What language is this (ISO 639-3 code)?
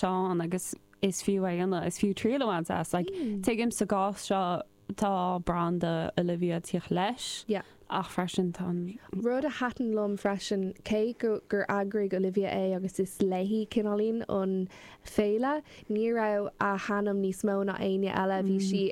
gle